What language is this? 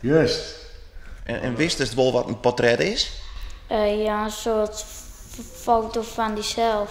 Western Frisian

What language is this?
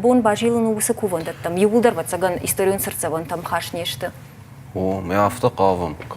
Ossetic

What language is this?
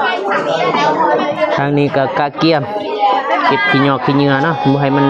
Lao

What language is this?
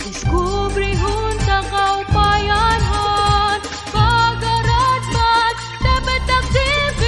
Waray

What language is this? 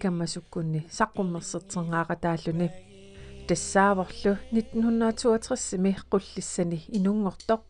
Kalaallisut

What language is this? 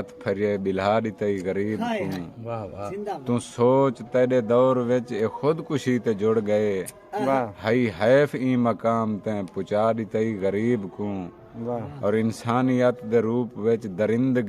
Saraiki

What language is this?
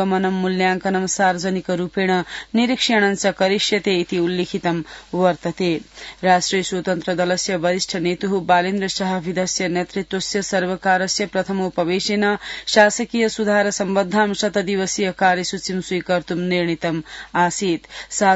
Sanskrit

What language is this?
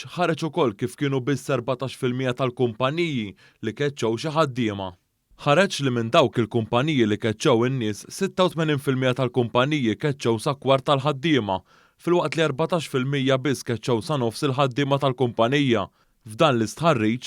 Maltese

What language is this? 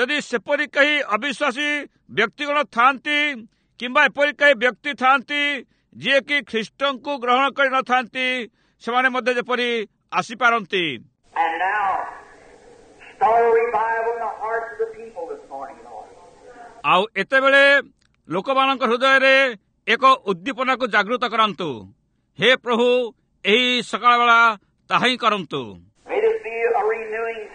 Odia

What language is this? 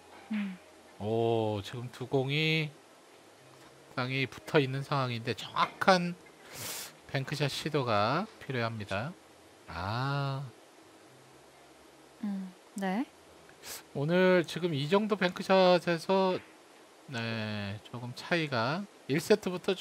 Korean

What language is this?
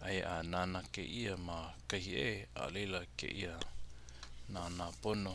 Hawaiian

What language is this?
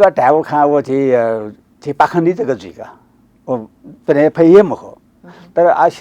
Newari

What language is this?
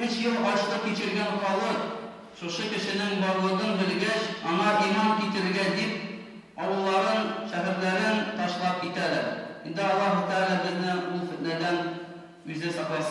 Tatar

